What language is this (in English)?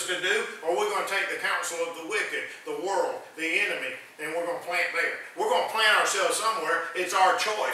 English